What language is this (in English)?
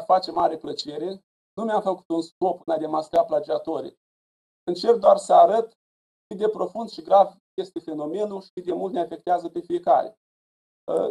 Romanian